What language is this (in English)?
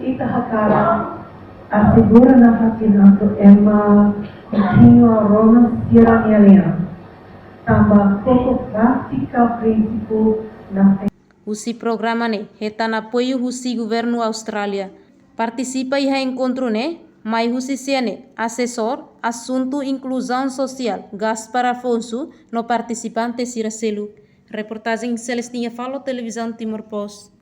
Tetum